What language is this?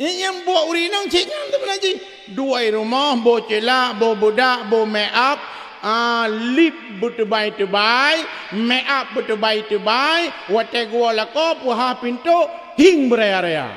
Achinese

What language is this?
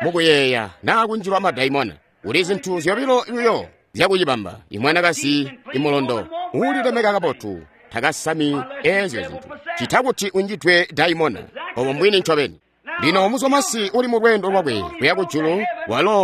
Tonga (Zambia)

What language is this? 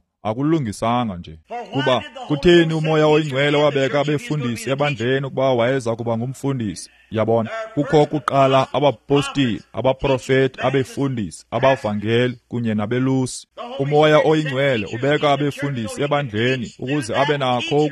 Xhosa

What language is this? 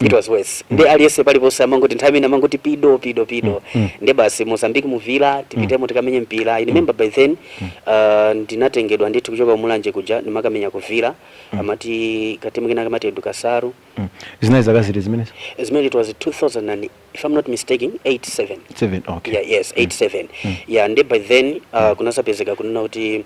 Nyanja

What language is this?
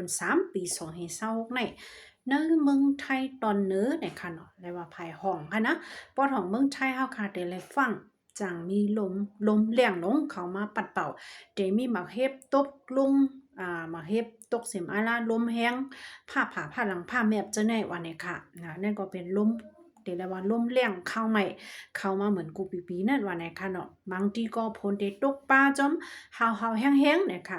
Shan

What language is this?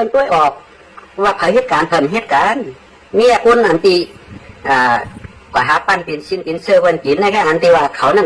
Shan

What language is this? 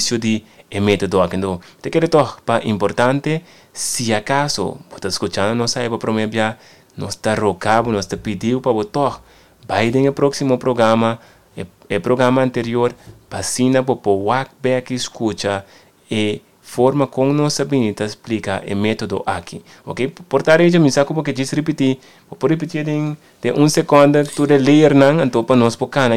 Papiamento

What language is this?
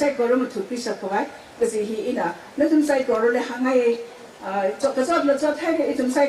Tangkhul Naga (India)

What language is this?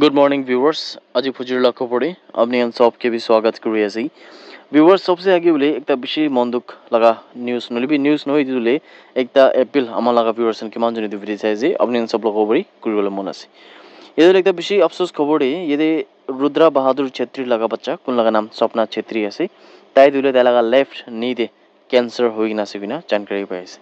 Naga Pidgin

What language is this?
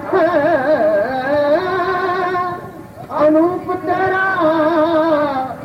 Hindi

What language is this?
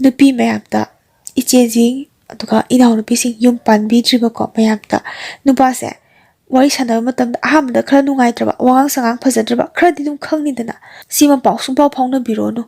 Manipuri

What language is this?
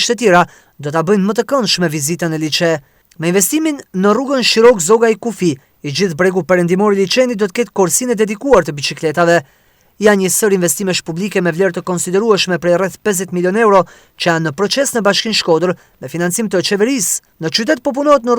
Albanian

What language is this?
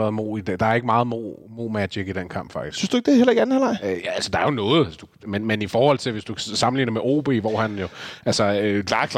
Danish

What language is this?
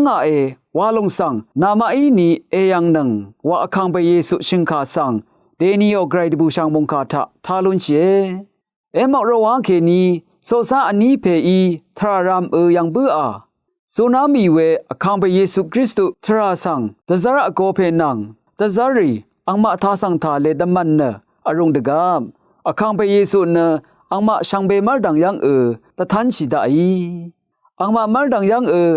Rawang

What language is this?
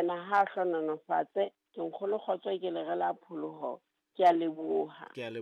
Southern Sotho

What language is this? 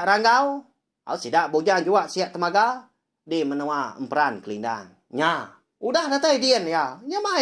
Iban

